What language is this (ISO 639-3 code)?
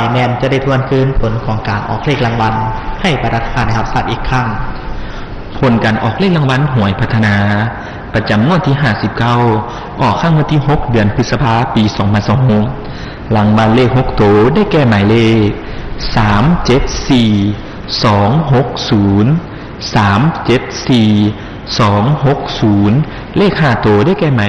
lao